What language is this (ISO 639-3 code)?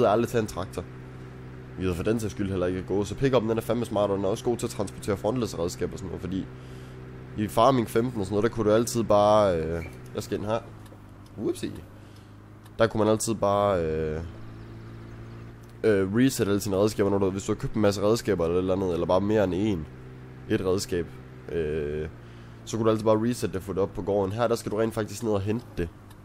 dan